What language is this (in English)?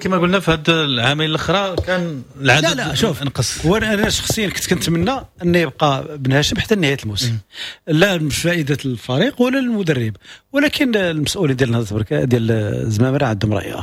Moroccan Arabic